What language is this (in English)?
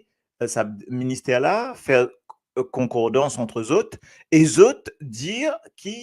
Morisyen